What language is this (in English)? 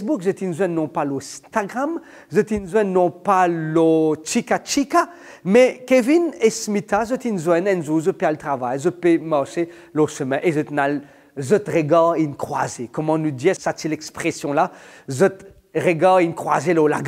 Morisyen